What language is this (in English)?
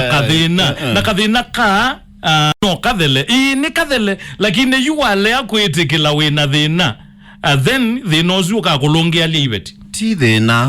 Kamba